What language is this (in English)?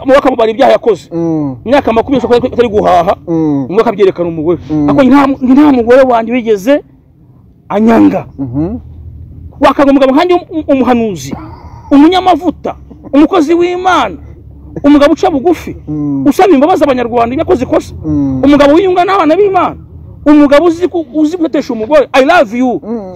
Kinyarwanda